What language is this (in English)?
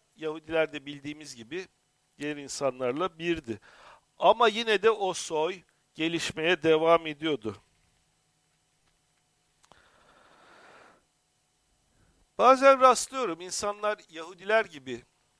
Turkish